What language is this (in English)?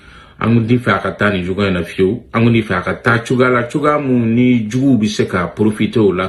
Bambara